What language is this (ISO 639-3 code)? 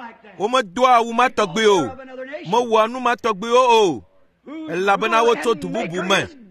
ewe